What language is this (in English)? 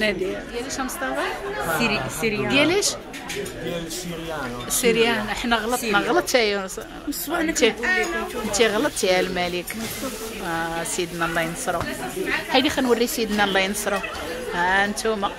Moroccan Arabic